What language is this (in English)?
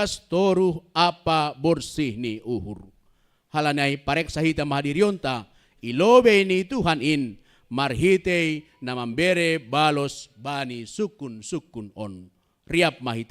Batak Simalungun